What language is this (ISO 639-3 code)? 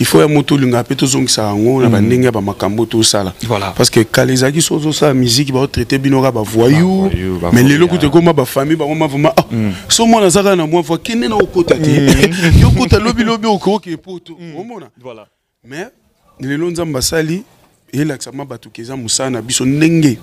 lin